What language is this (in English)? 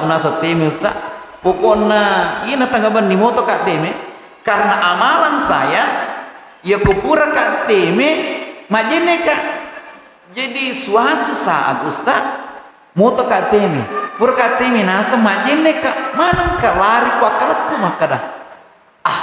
Buginese